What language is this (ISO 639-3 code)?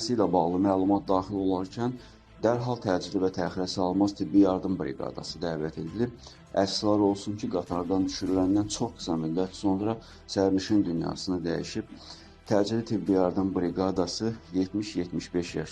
aze